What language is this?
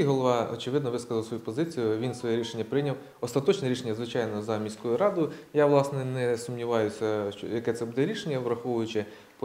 Ukrainian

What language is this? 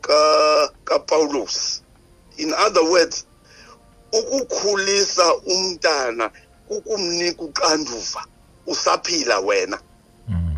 Xhosa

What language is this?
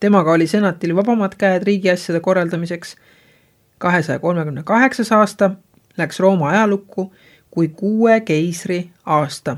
Estonian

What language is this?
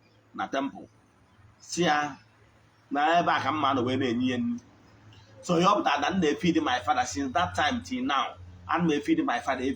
Igbo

